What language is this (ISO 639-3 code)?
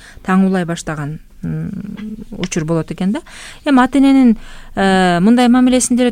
kir